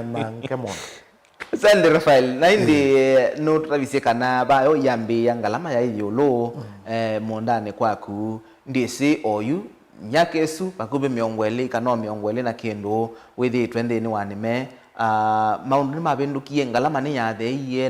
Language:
Kamba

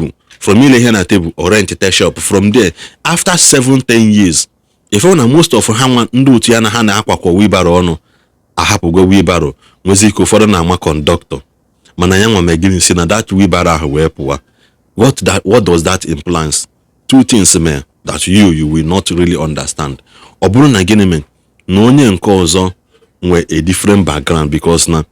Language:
Igbo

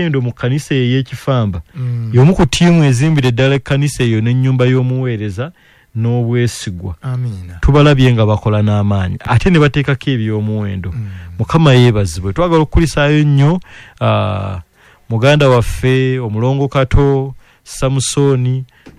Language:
Ganda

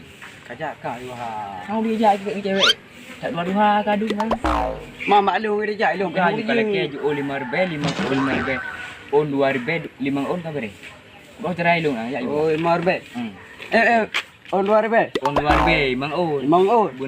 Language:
Achinese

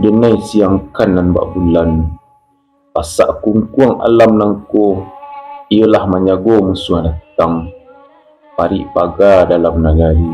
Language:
Minangkabau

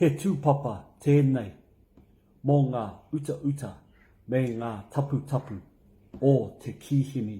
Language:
Māori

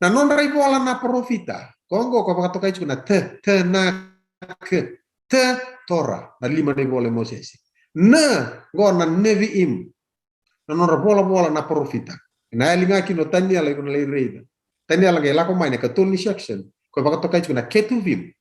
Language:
Fijian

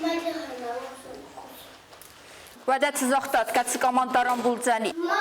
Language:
Ossetic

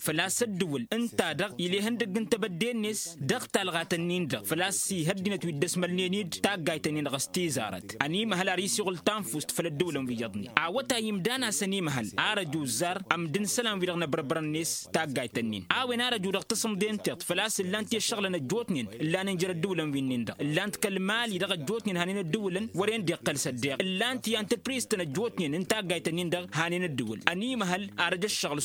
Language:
Tamasheq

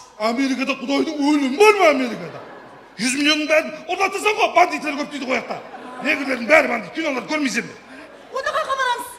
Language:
Kara-Kalpak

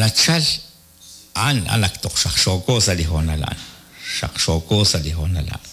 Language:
Kekchí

